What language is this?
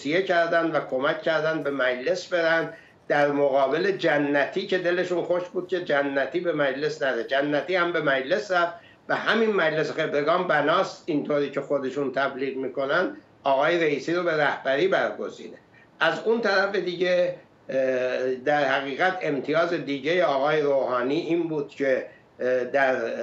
Persian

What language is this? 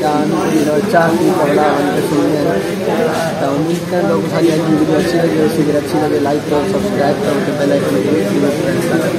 Saraiki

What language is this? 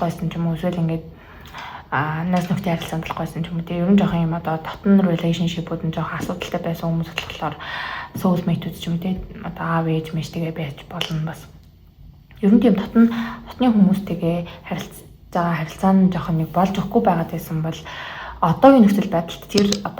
Mongolian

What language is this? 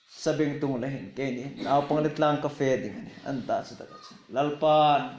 Hmar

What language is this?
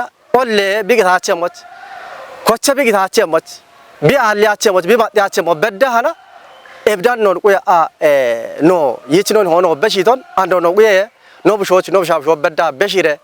Kafa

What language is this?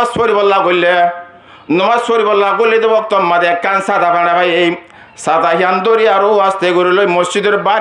Rohingya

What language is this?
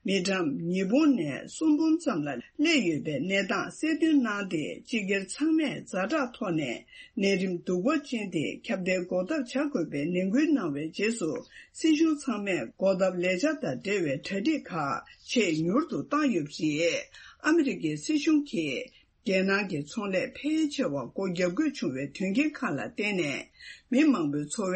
Tibetan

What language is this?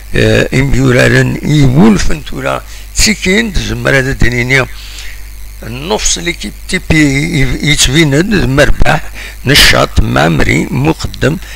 Kabyle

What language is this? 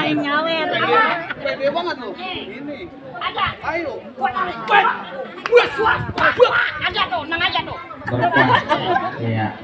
Betawi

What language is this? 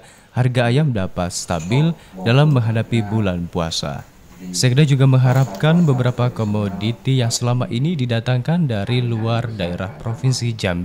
Indonesian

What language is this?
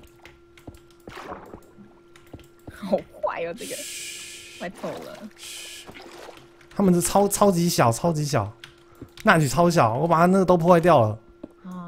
Chinese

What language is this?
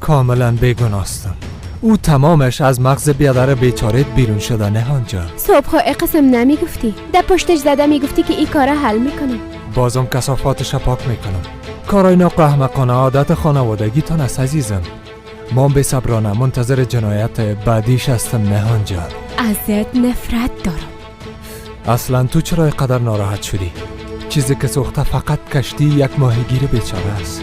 Persian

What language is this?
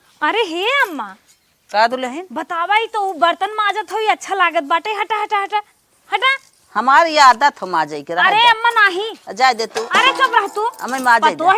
Awadhi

